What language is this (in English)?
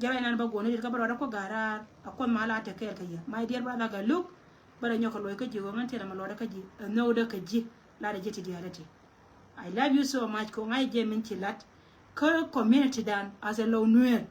Nuer